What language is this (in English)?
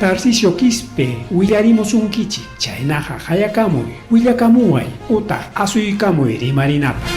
Ayacucho Quechua